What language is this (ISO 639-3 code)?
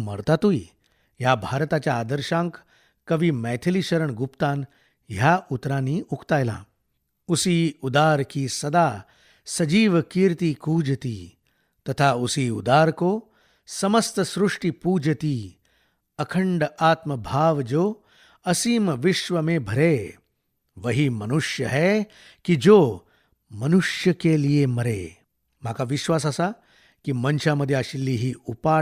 kok